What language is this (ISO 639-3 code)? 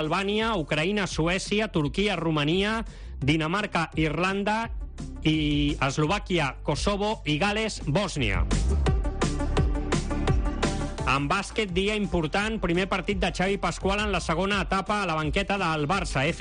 cat